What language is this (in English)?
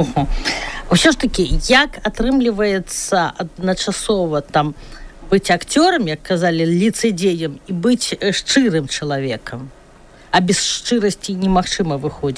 Belarusian